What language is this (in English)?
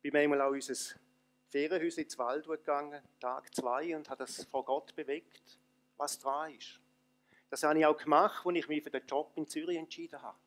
Swiss German